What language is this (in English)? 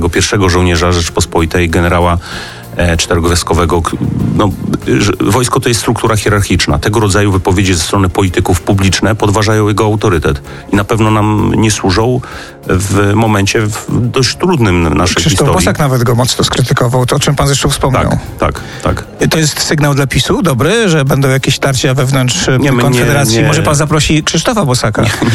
Polish